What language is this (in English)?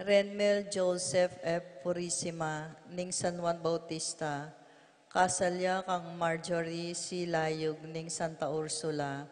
Pampanga